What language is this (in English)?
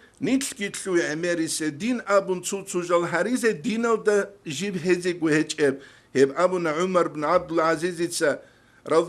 Avaric